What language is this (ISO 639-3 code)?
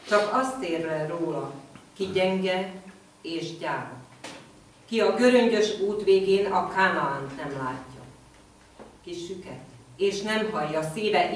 hun